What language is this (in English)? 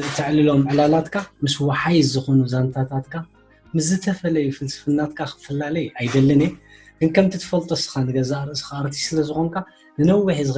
Tigrinya